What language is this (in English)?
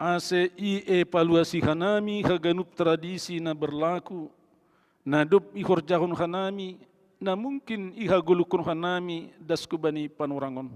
Batak Simalungun